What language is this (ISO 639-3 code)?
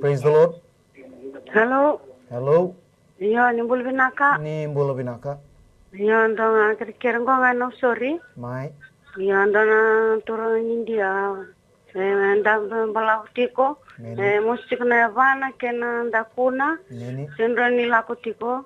fij